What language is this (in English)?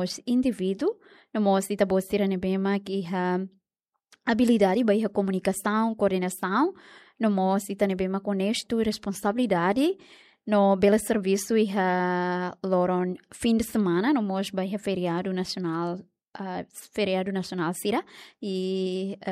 Tetum